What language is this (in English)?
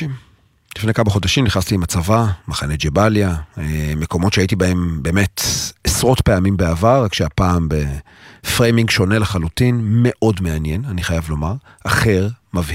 Hebrew